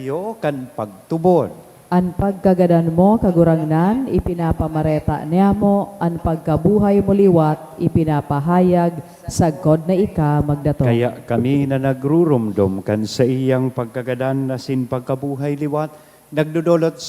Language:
Bikol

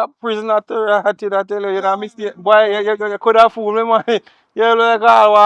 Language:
Jamaican Creole English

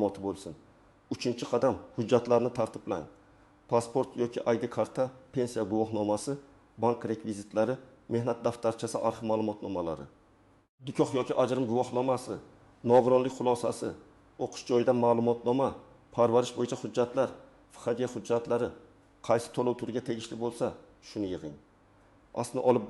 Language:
Uzbek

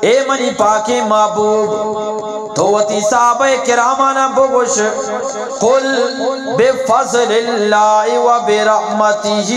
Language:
Eastern Balochi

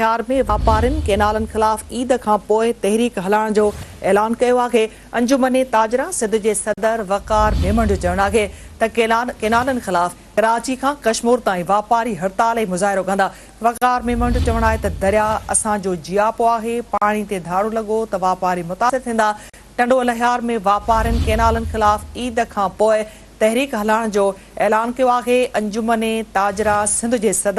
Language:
Sindhi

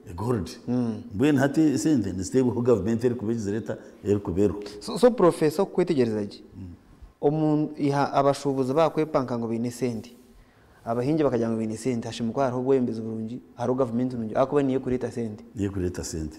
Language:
Nyankole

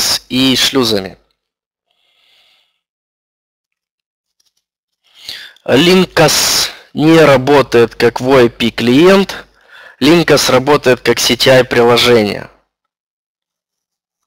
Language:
Russian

